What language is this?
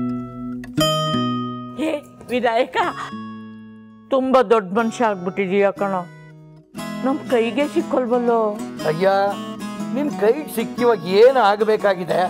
Kannada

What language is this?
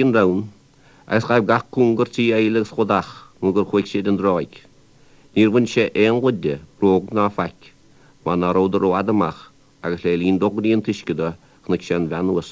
Irish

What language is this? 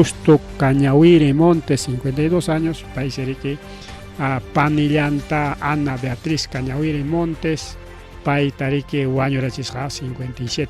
Ayacucho Quechua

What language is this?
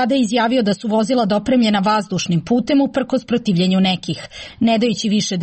Serbian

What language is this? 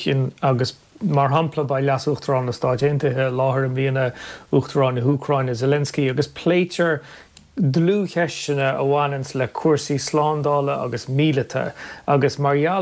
Irish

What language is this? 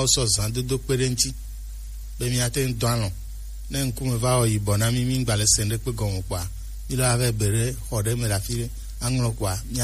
Gen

